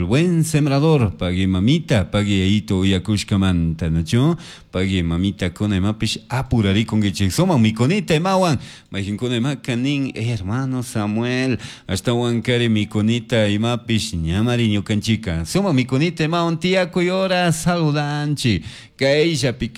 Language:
Chimborazo Highland Quichua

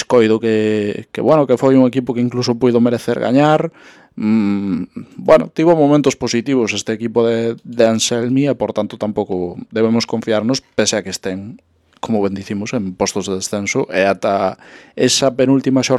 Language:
Galician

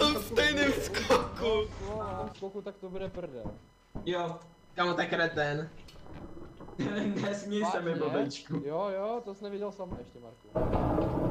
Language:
Czech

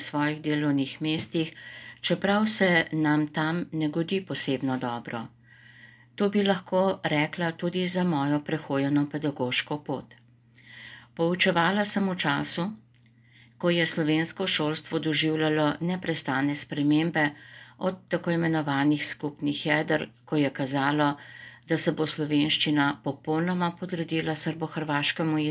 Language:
Slovenian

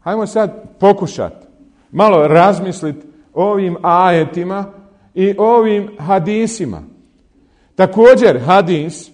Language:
Bosnian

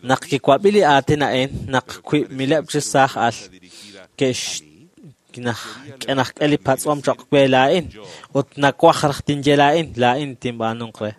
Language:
Kekchí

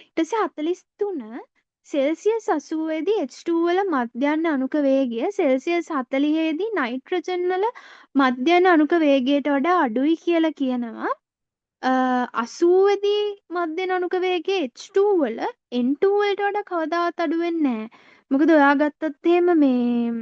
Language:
Sinhala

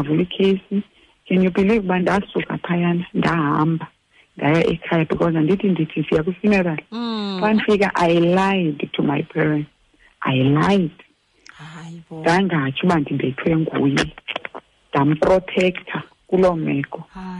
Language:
Xhosa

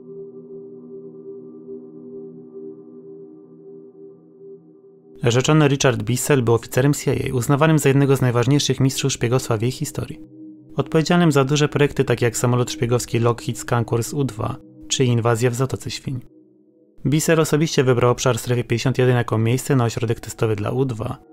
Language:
Polish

